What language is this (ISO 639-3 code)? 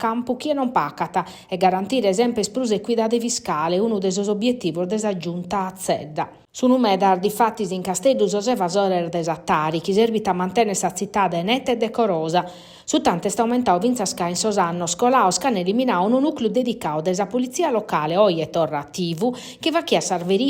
srd